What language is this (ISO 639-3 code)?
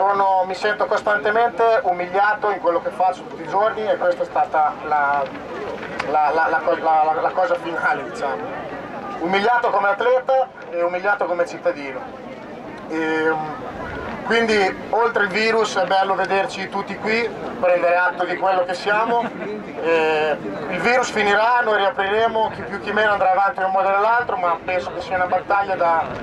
ita